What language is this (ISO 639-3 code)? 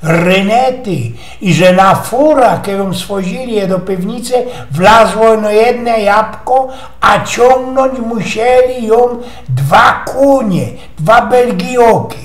szl